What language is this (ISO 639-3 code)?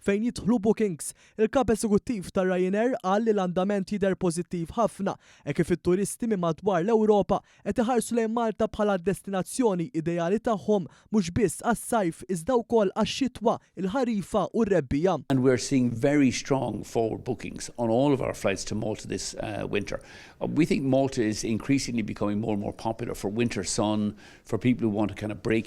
mlt